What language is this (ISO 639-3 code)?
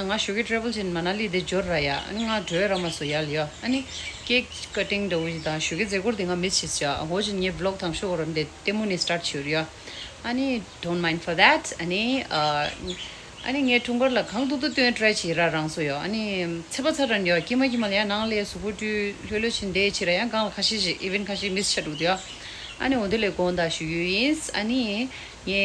bod